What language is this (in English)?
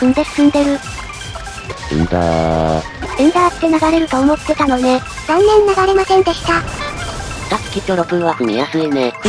Japanese